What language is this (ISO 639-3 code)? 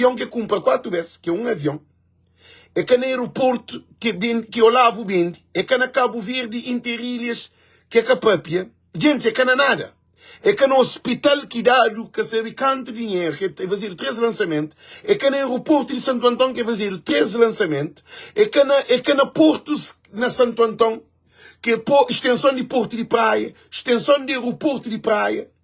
kea